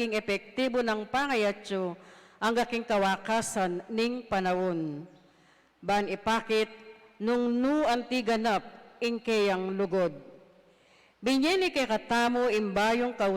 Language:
Pampanga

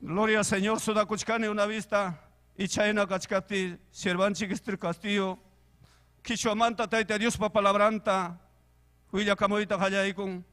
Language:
Ayacucho Quechua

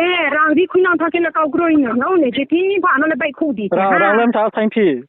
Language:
Riang (India)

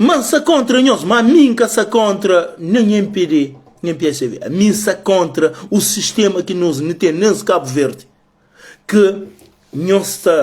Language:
Kabuverdianu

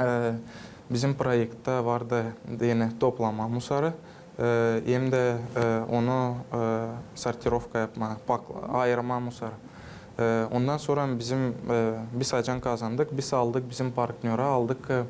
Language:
Gagauz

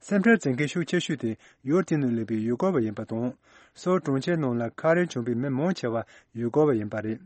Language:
Tibetan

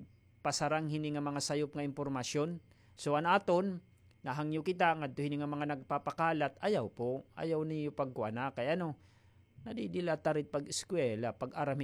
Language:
Waray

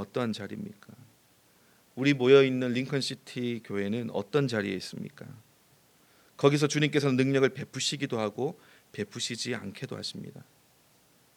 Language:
Korean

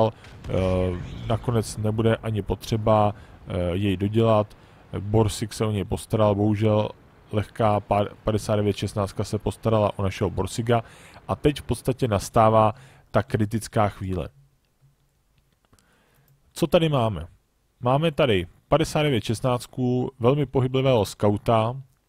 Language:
Czech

